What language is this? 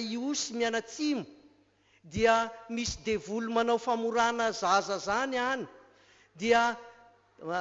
Malagasy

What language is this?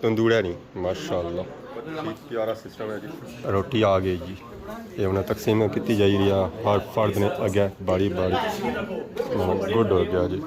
Pahari-Potwari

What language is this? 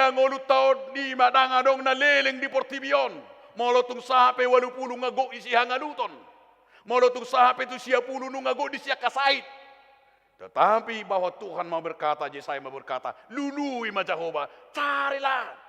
Batak Toba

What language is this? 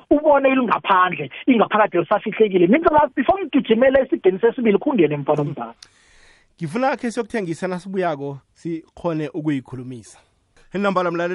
South Ndebele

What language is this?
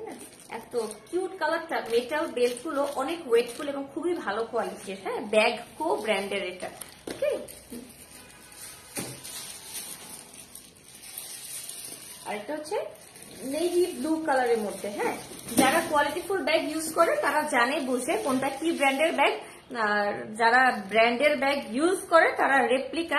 Bangla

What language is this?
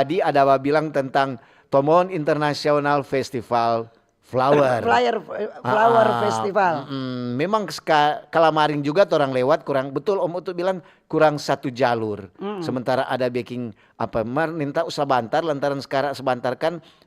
Manado Malay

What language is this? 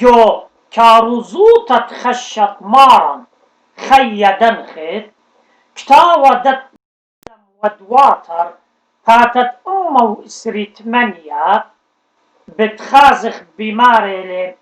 Assyrian Neo-Aramaic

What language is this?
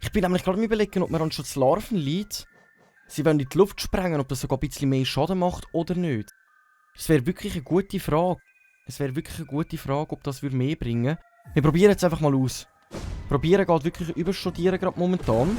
Swiss German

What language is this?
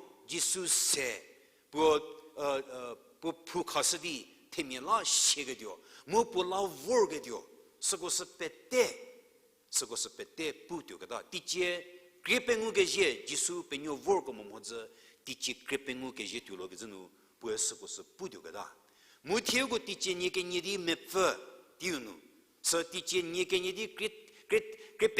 Angami Naga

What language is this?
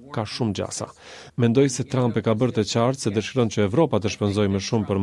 Albanian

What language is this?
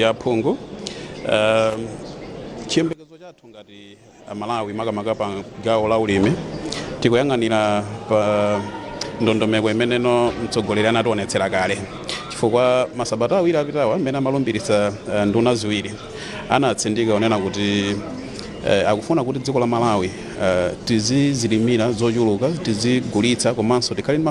Nyanja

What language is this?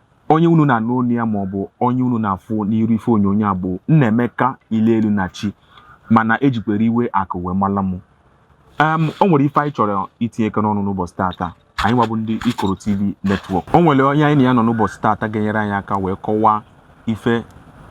Igbo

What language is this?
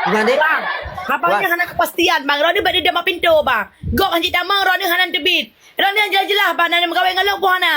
Achinese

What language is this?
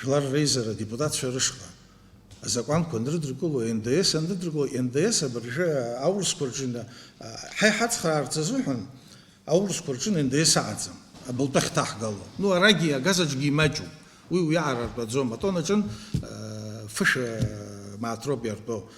Abkhazian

